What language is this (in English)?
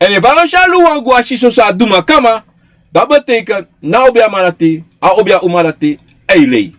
Sranan Tongo